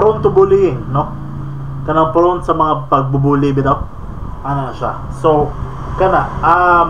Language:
Cebuano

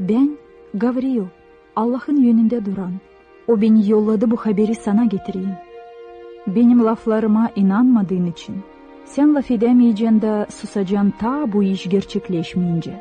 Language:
Gagauz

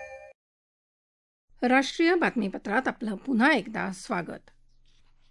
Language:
Marathi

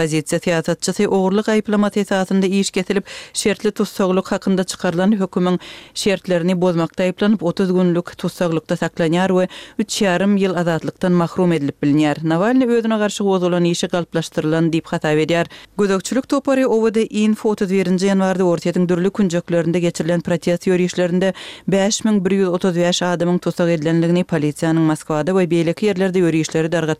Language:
Kyrgyz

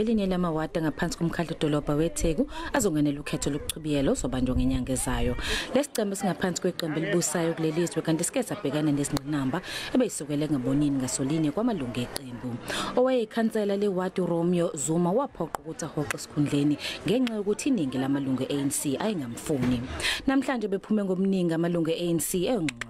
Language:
Zulu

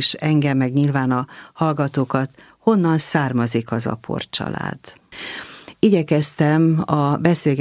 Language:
Hungarian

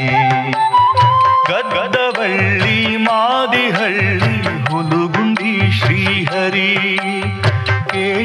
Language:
Kannada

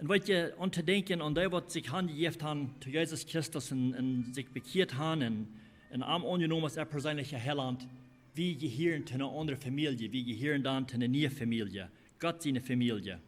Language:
Plautdietsch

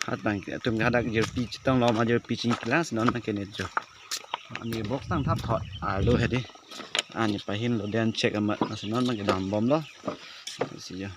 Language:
Karbi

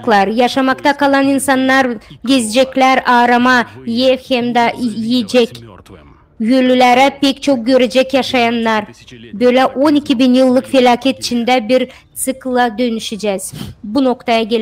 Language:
Gagauz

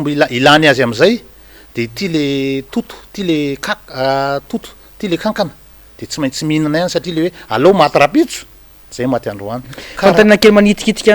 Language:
Malagasy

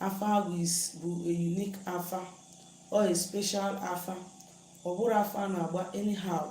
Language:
Igbo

